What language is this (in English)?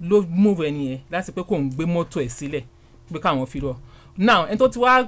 Yoruba